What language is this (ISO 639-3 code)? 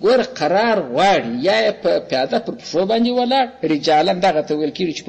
pus